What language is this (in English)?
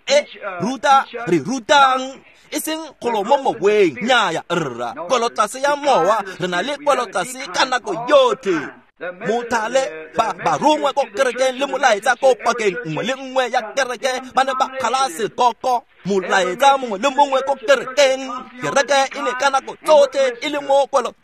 Tswana